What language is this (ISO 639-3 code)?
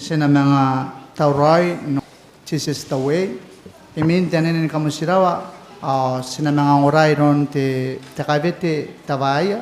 gil